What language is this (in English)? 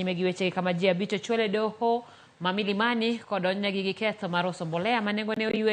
Luo (Kenya and Tanzania)